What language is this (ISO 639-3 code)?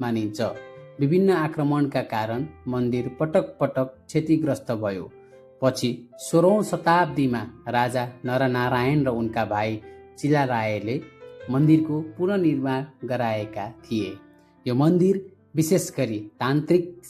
nep